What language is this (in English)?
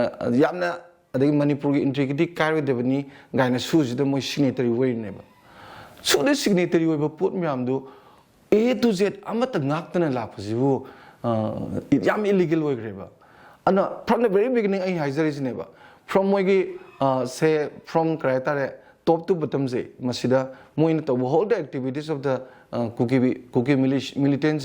Manipuri